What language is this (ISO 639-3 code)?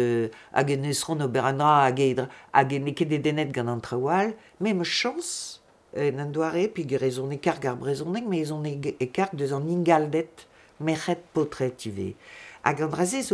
bre